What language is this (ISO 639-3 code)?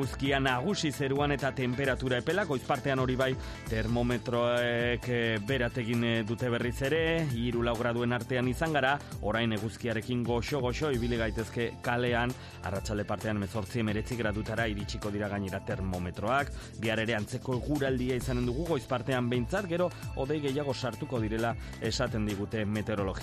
eus